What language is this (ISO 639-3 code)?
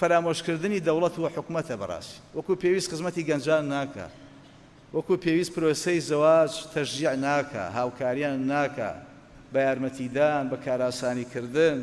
ckb